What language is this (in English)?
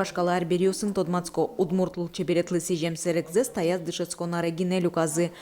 Udmurt